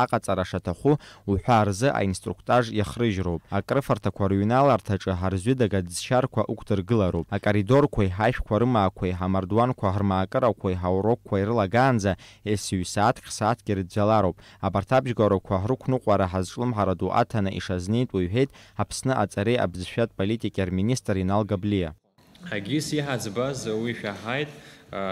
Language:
Abkhazian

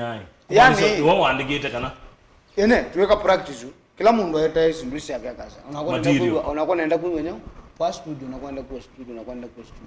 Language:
Kamba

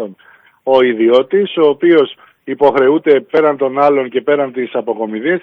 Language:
Greek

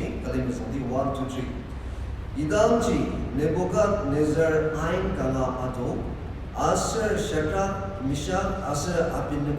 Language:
Ao Naga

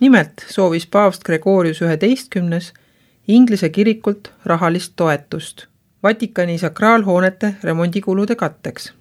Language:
Estonian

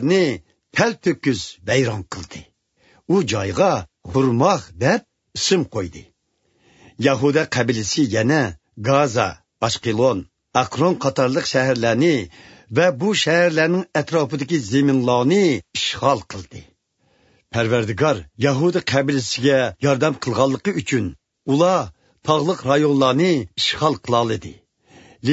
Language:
Uyghur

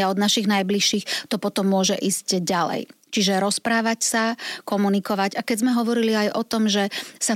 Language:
Slovak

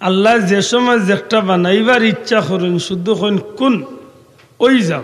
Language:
Sylheti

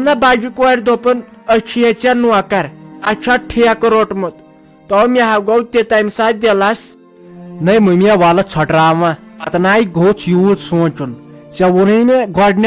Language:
Kashmiri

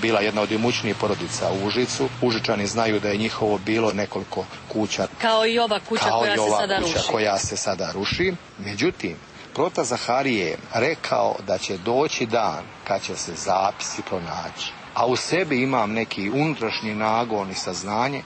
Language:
Serbian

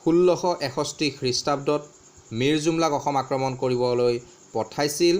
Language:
Assamese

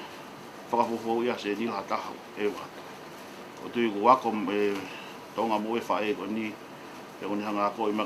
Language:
Tongan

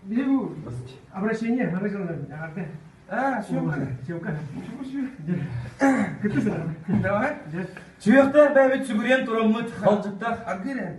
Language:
Yakut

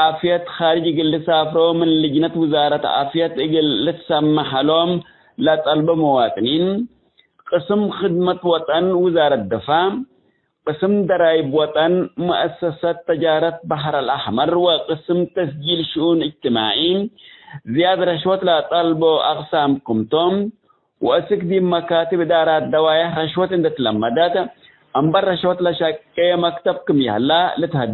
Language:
Tigre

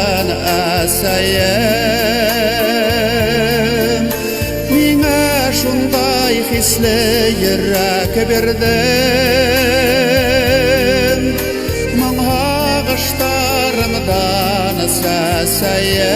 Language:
Bashkir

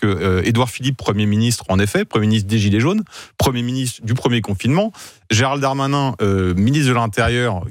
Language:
French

